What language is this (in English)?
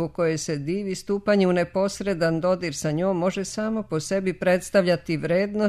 Serbian